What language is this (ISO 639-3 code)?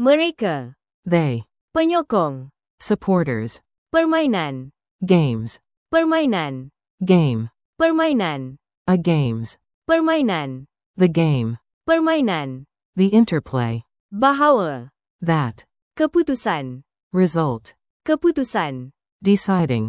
msa